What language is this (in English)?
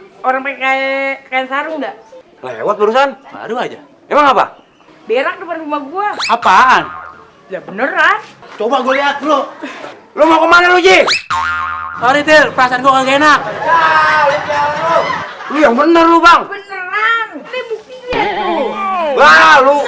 Betawi